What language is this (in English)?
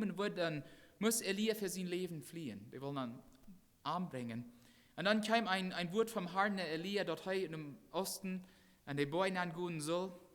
Plautdietsch